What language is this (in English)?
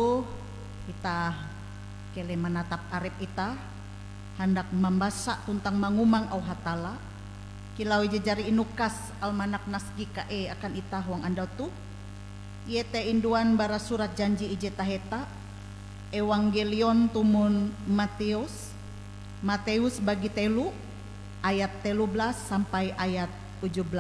Ngaju